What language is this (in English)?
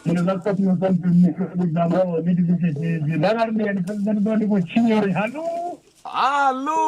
Venda